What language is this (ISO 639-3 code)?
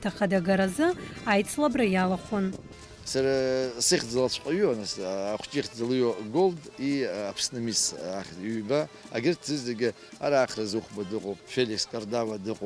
abk